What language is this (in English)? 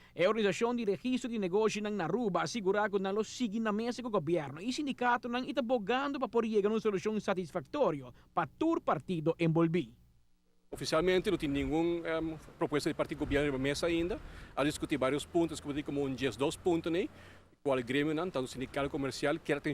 Papiamento